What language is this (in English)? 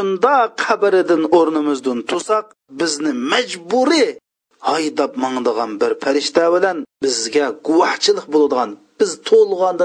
Uyghur